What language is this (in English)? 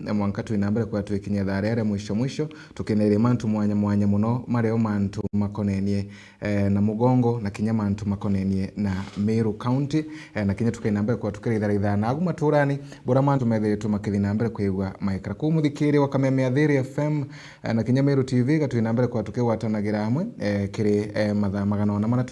Meru